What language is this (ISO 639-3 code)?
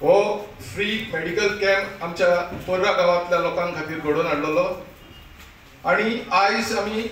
kok